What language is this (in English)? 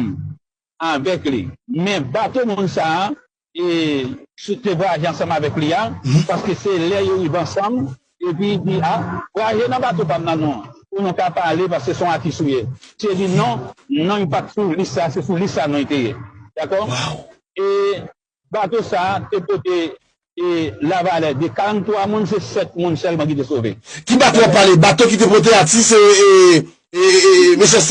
Haitian Creole